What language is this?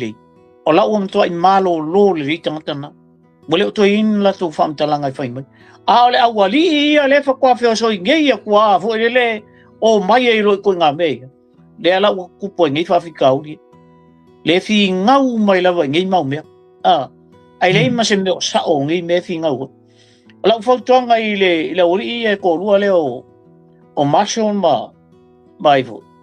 Samoan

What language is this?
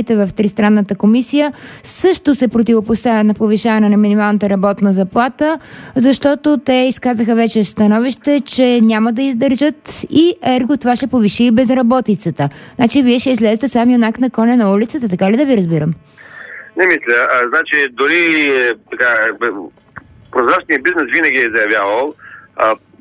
Bulgarian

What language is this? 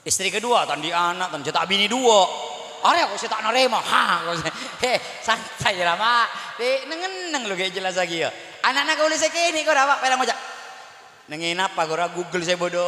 Madurese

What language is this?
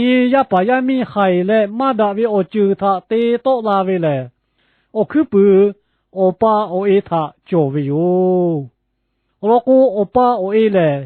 Lahu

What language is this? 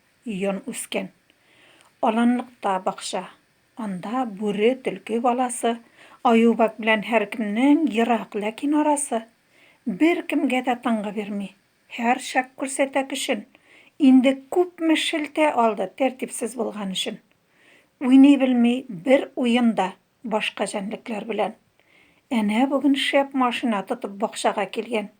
Tatar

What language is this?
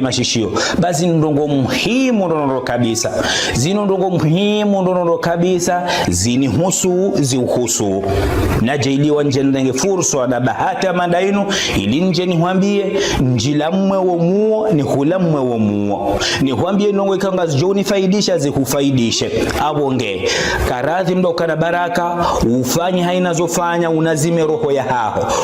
Ngazidja Comorian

